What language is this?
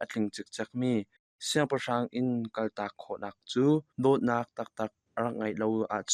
Hakha Chin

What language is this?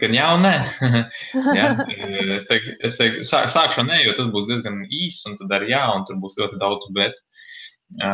Latvian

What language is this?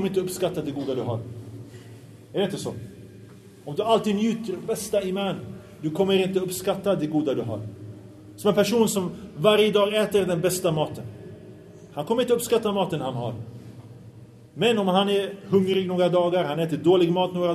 Swedish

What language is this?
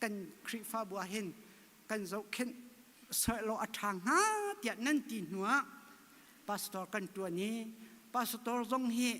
Hakha Chin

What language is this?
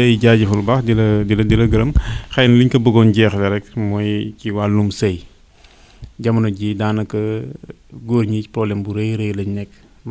Wolof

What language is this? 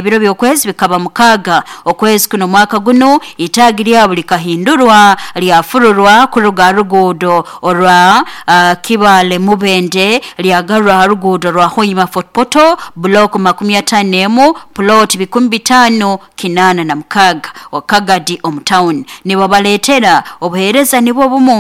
Nyankole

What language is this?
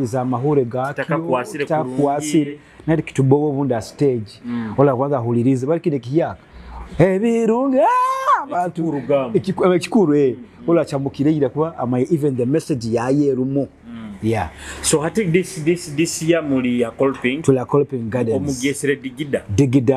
Nyoro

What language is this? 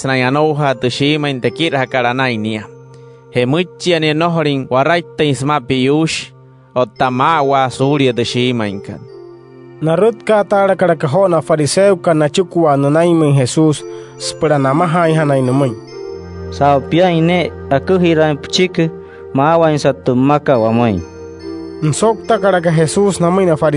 Wayuu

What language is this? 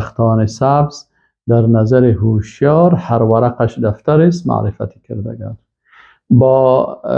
Persian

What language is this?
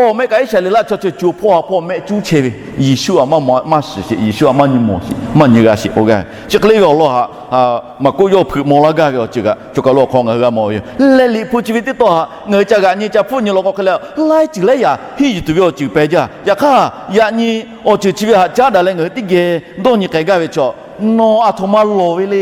Lahu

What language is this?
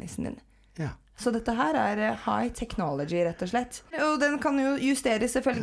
Norwegian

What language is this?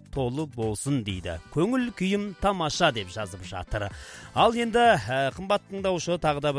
Kazakh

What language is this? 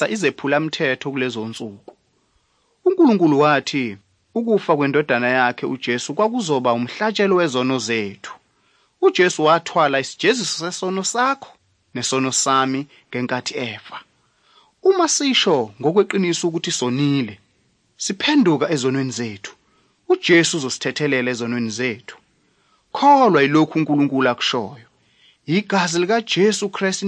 Zulu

